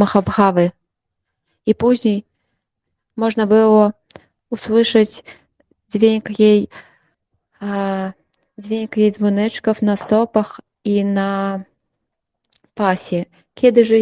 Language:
Polish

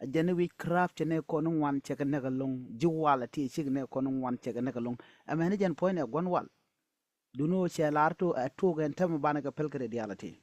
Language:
Nuer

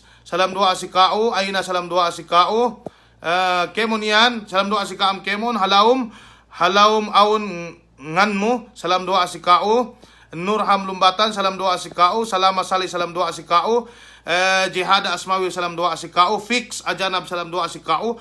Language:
Yakan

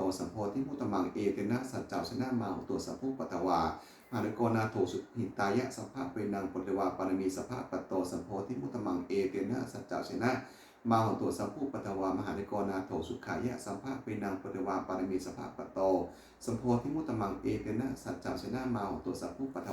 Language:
Pali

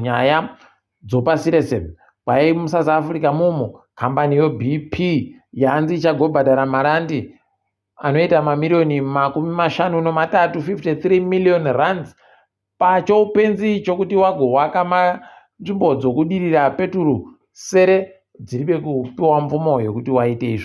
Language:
Ndau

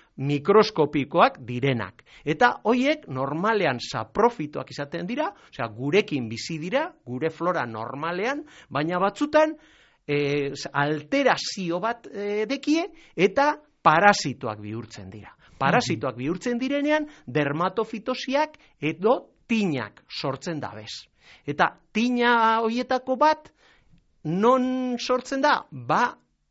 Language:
Basque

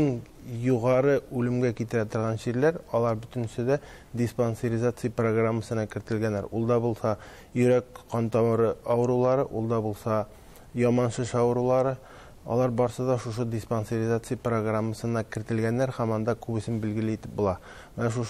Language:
Tatar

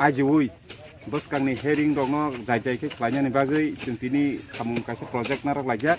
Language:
Kok Borok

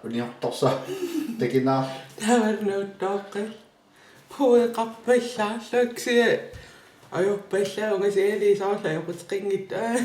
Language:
Kalaallisut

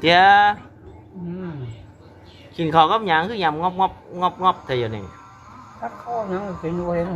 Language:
Lao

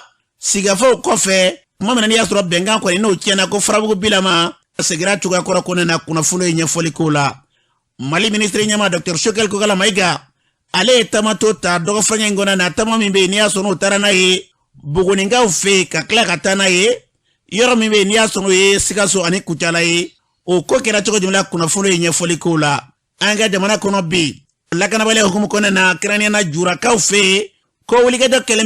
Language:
Bambara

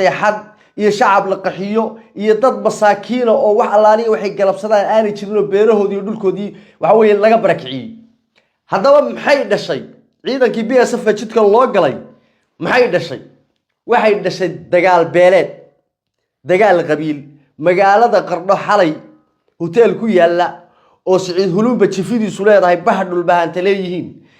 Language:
Somali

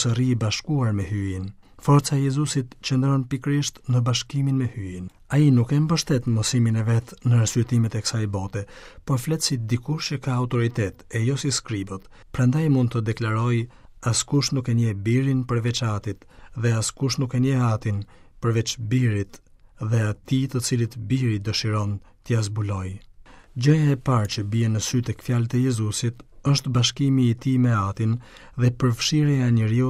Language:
Albanian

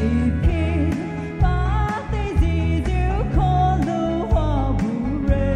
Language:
Poumei Naga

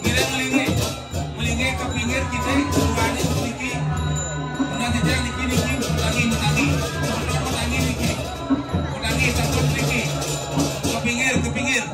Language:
Balinese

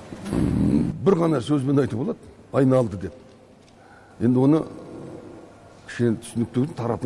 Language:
Kazakh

